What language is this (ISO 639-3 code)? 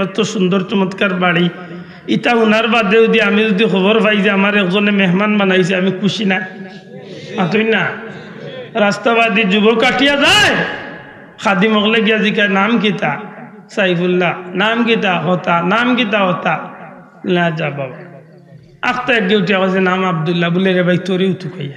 syl